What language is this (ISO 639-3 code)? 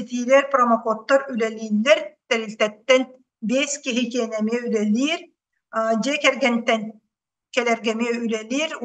sah